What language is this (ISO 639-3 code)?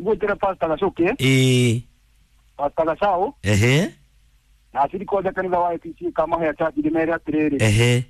kik